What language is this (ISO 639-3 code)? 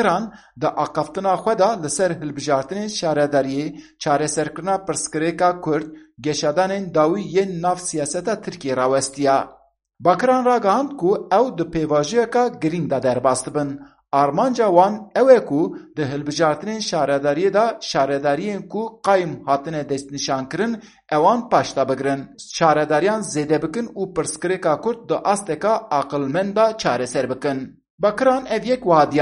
kur